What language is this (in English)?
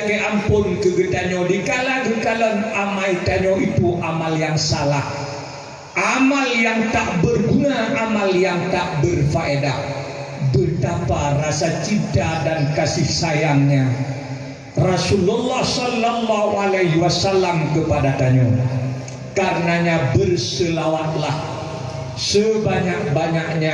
Achinese